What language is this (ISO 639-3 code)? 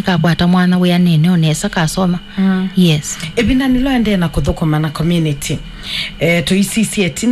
kam